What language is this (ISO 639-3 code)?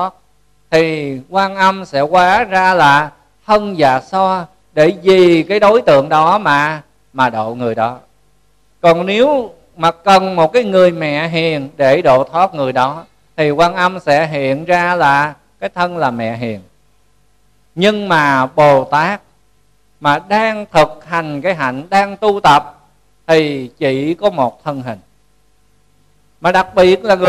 vie